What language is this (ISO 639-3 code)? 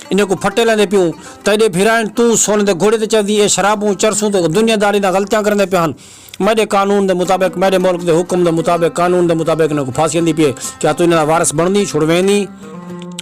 skr